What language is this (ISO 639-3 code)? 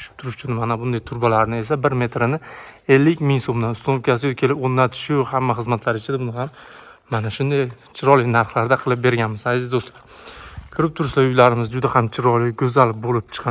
uzb